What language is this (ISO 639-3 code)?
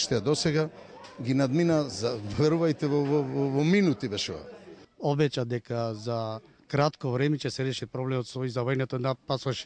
mkd